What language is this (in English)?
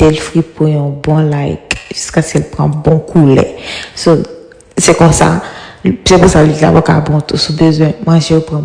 Haitian Creole